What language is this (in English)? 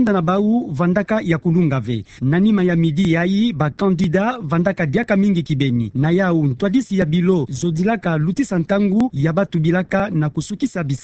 Kituba (Democratic Republic of Congo)